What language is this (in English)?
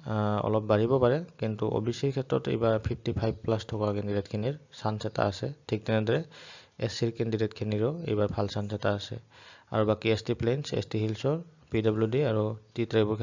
Assamese